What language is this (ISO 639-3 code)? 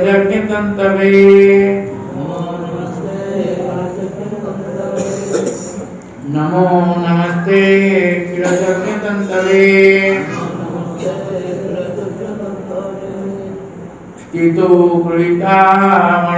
ori